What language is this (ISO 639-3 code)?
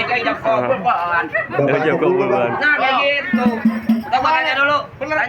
bew